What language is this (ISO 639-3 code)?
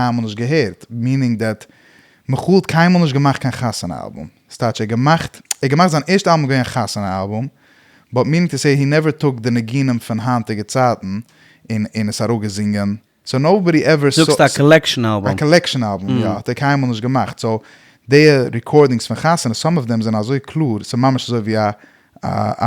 yid